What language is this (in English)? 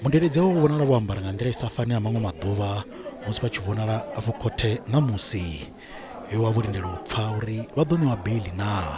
Venda